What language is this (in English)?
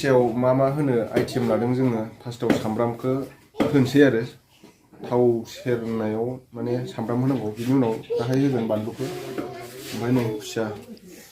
Bodo